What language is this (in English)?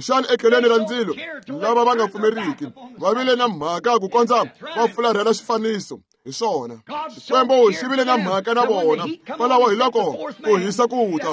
Tsonga